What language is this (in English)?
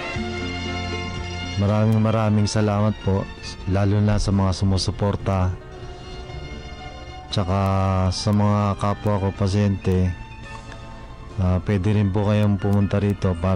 Filipino